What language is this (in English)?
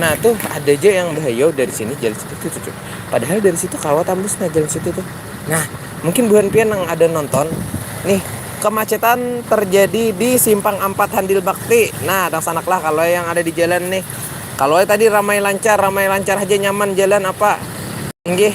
Banjar